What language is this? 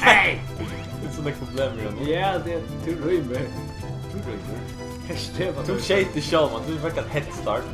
Faroese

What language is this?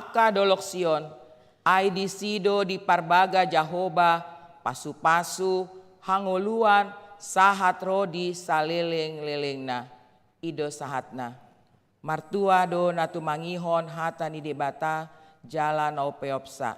Batak Toba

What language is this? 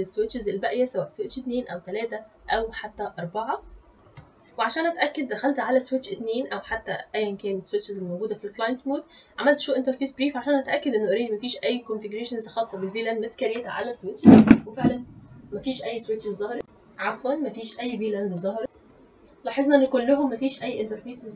Egyptian Arabic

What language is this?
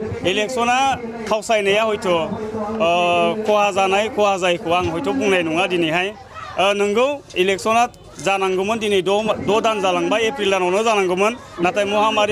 Bodo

